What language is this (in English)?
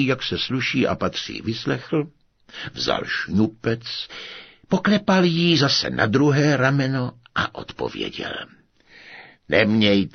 Czech